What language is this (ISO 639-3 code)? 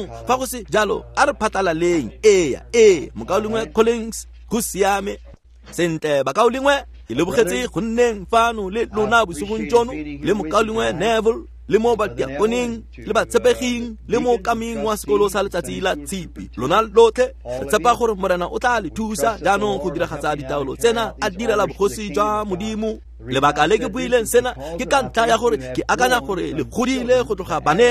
tsn